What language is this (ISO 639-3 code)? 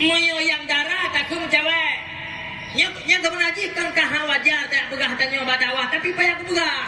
ace